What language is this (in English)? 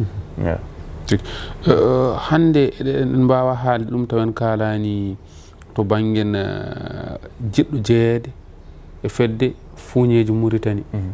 Fula